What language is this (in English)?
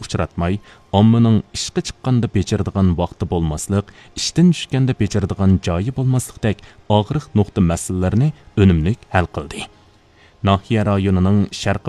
Uyghur